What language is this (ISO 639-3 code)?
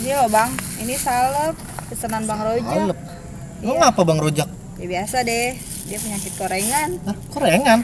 bew